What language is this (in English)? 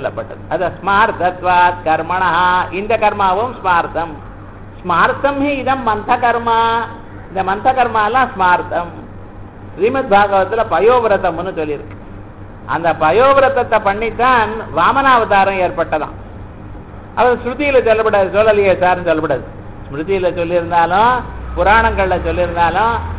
Tamil